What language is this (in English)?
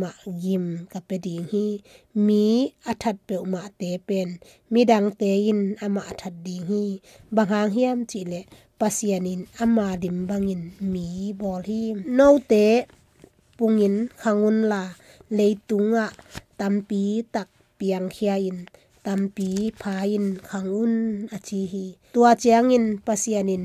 Tedim Chin